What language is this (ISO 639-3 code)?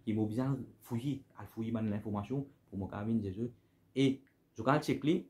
mfe